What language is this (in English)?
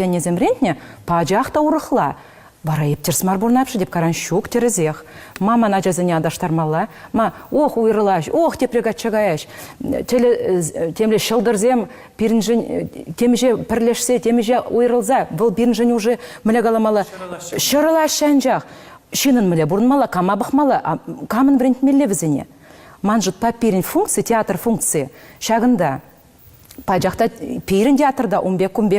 Chuvash